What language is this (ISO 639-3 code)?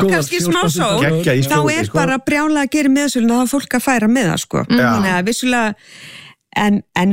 isl